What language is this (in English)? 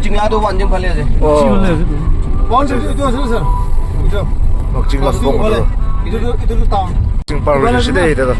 Naga Pidgin